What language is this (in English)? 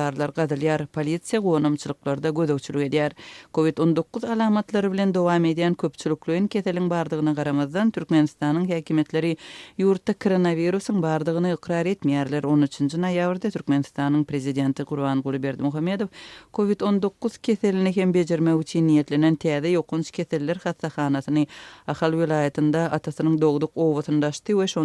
Turkmen